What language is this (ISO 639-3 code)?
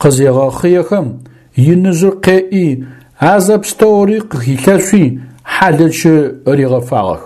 ady